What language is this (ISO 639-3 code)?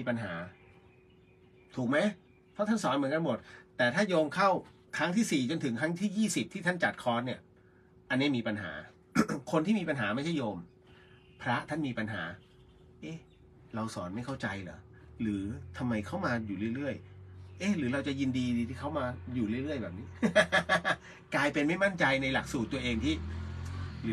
tha